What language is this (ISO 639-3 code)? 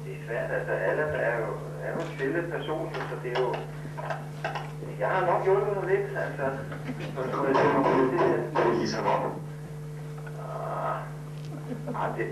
dan